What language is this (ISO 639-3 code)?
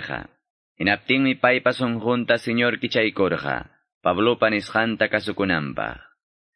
que